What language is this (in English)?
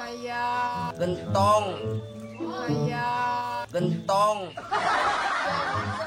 Betawi